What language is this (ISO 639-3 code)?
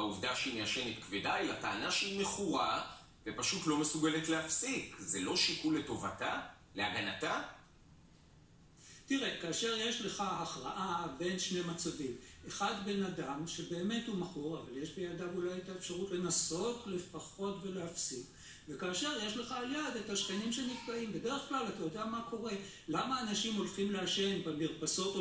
heb